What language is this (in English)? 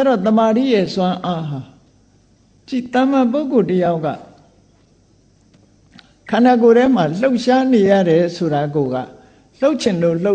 Burmese